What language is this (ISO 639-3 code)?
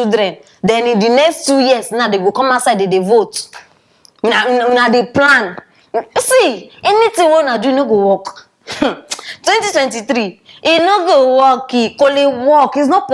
pcm